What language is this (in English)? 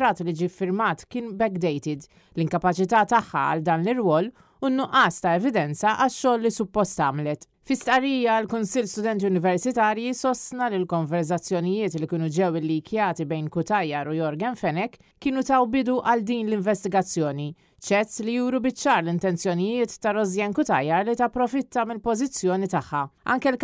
Maltese